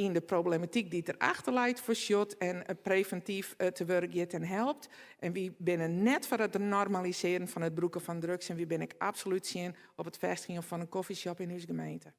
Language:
Western Frisian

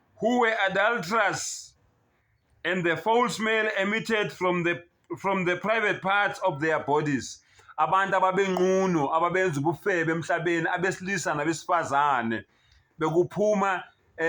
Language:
Zulu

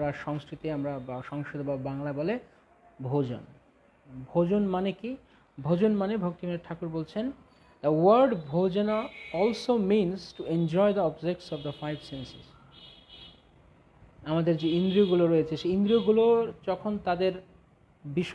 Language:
Bangla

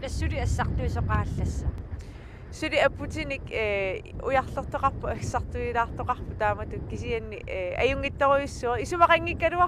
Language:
Kalaallisut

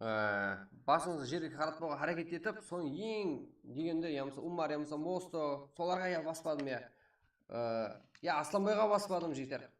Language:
Kara-Kalpak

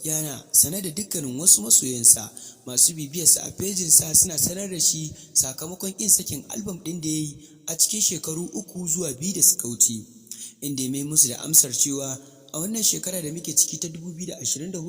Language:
Hausa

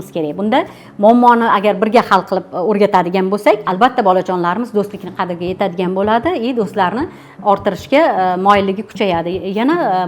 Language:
Uzbek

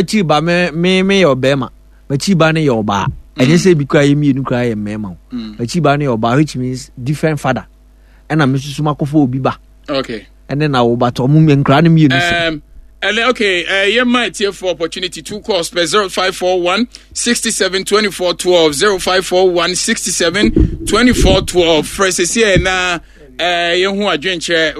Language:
Akan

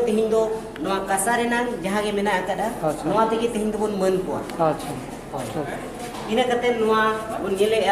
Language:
Santali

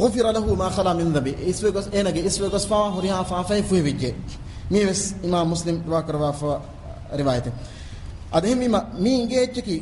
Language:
Divehi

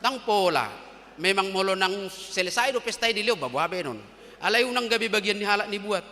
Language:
Batak Toba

